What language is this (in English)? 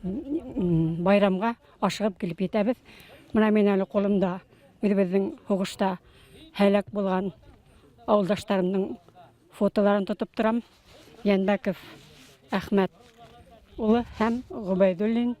Bashkir